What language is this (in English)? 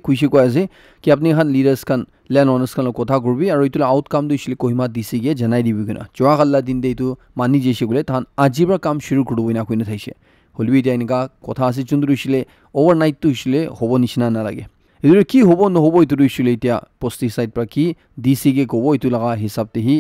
Naga Pidgin